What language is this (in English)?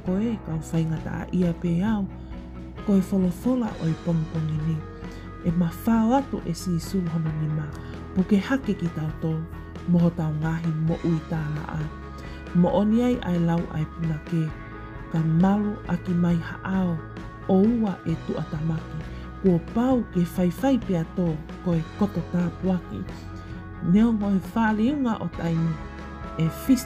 Tongan